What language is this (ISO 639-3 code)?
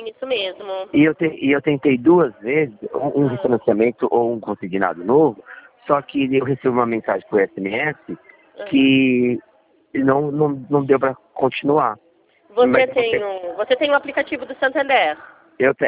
por